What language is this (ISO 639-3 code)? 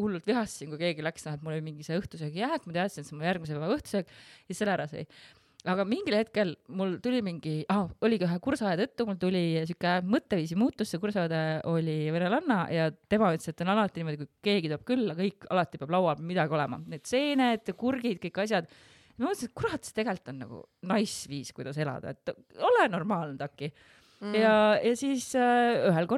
est